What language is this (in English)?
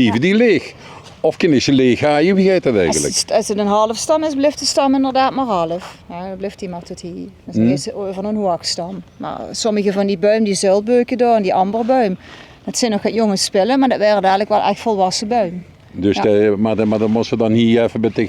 Limburgish